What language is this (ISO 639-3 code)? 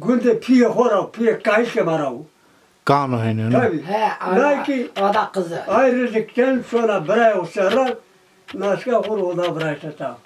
zza